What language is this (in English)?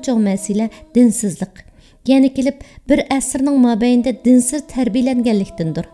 Uyghur